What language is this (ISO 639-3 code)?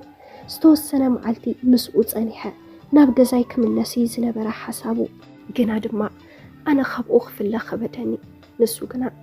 tir